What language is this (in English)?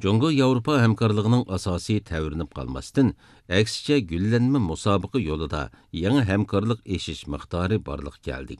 Uyghur